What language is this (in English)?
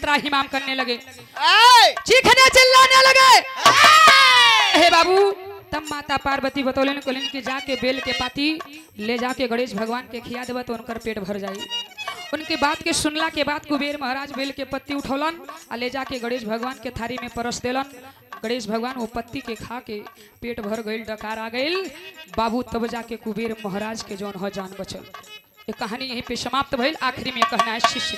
Bhojpuri